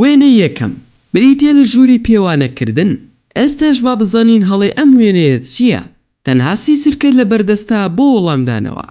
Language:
Central Kurdish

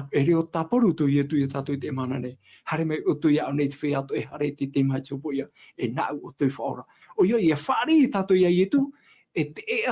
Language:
Tahitian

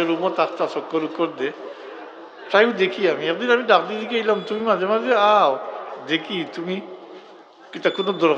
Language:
Sylheti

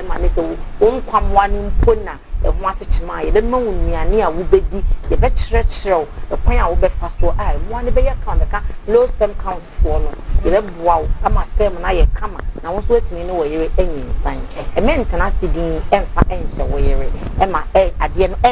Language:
Akan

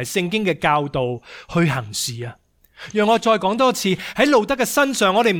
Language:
Cantonese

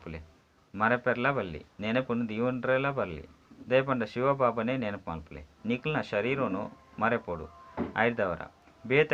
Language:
Tulu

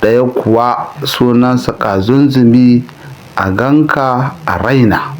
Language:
Hausa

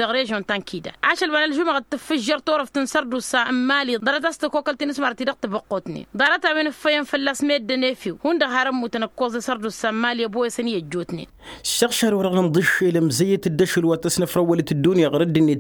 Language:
Tamasheq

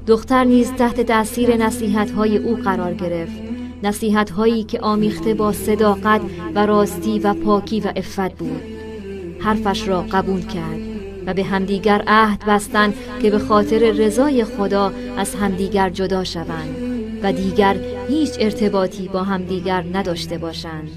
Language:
Tajik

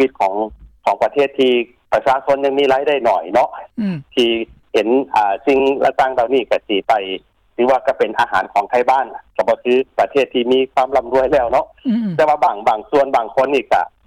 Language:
Lao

